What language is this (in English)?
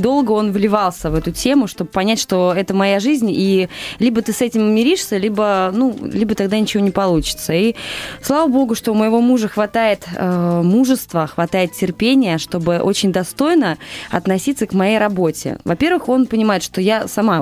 Russian